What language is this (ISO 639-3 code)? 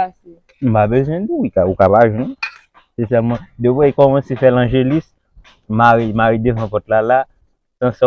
hat